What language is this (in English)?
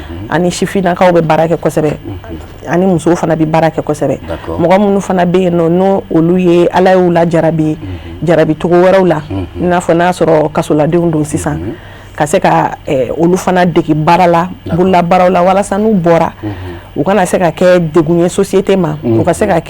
Bambara